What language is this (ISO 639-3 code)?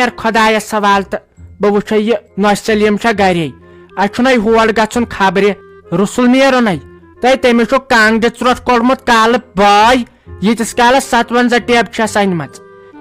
kas